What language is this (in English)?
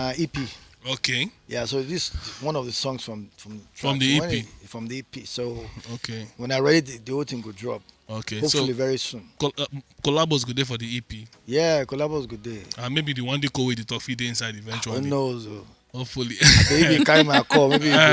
Nigerian Pidgin